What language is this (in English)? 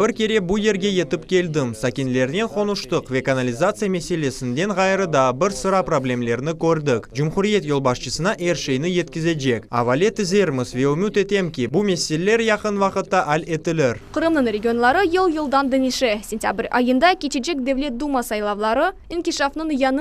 Crimean Tatar